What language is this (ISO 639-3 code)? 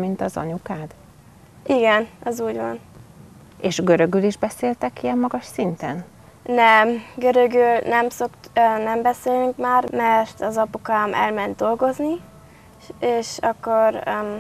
hun